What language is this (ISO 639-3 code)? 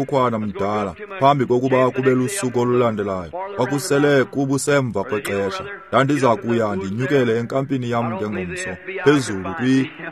xho